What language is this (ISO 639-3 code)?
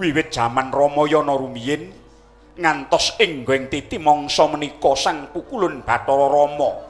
jav